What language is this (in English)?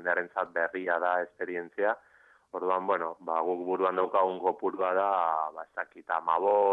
Basque